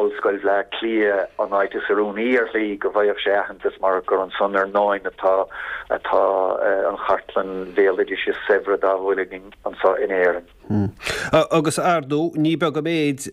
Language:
Irish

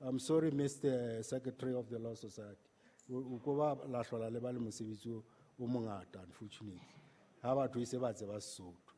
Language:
Southern Sotho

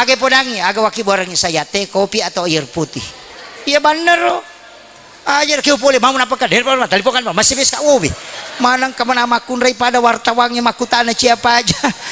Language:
Buginese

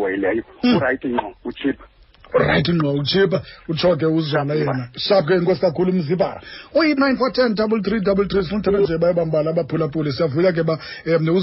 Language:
Xhosa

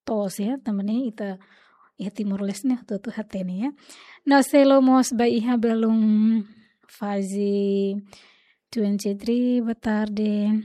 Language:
Tetum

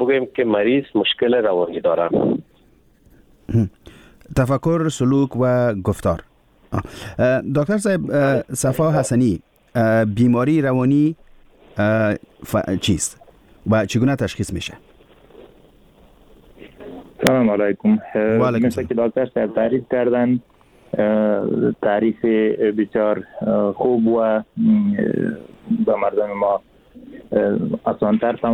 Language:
Persian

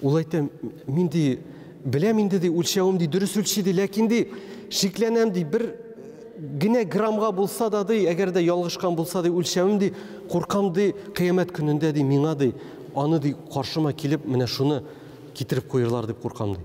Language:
Tatar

